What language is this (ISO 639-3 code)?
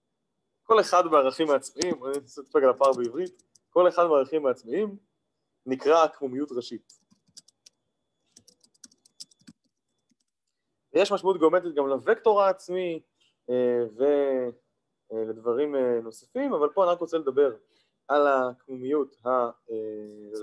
heb